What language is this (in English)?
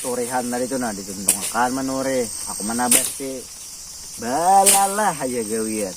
Banjar